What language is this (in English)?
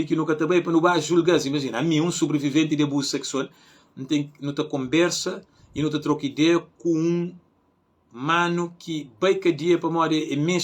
Kabuverdianu